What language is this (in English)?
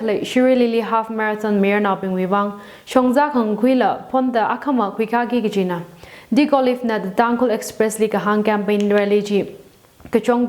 Tangkhul Naga (India)